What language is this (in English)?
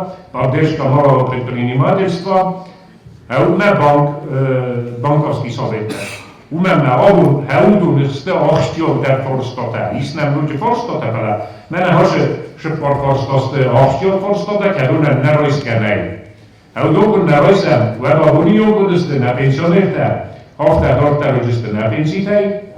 Ossetic